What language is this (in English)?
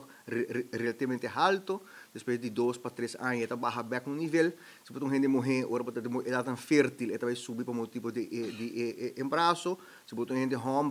Papiamento